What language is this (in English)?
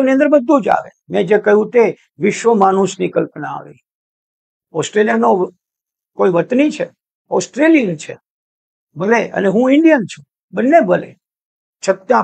Gujarati